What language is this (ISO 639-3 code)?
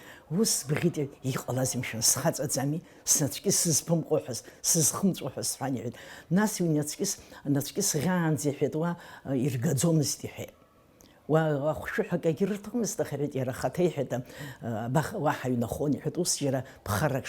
abk